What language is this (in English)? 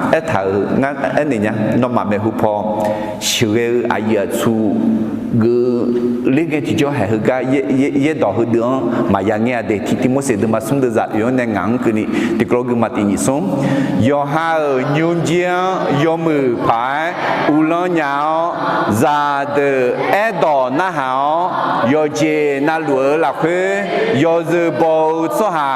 Akha